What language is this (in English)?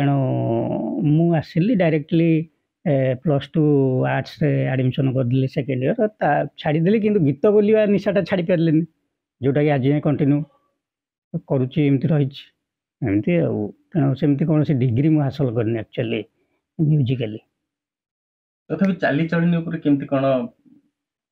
Odia